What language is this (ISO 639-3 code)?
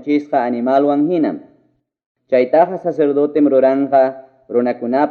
quy